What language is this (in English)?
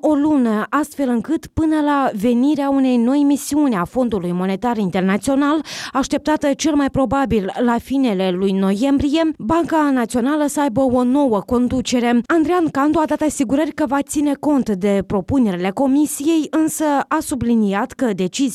Romanian